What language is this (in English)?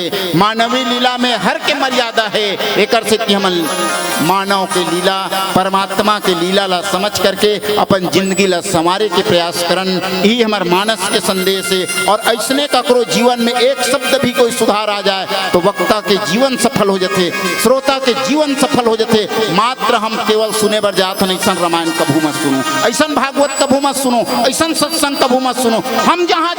Chhattisgarhi